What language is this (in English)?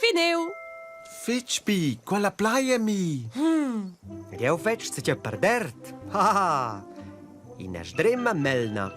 Romansh